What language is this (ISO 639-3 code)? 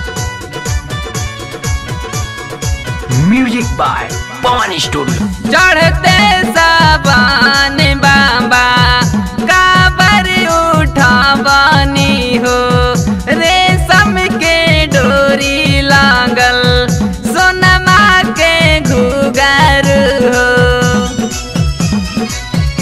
bho